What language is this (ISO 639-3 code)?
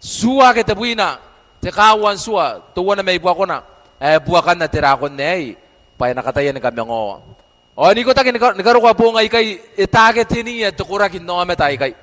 gil